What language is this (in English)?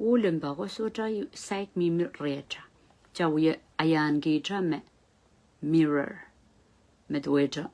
Pohnpeian